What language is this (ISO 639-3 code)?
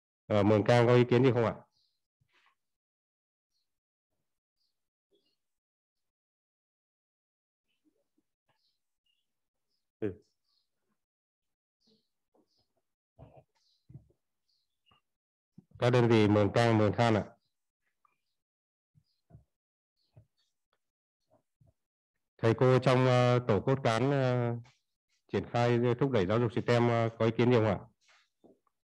vie